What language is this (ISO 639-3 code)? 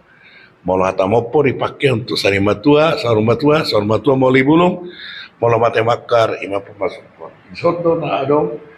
bbc